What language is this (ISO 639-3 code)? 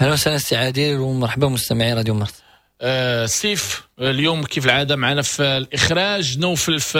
ary